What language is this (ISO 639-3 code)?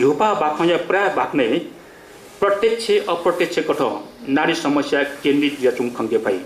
new